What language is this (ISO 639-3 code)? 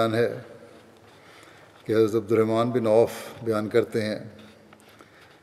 urd